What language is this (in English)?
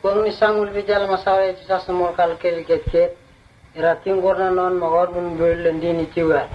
Vurës